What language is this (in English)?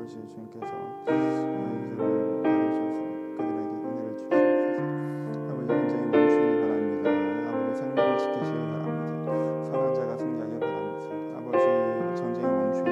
Korean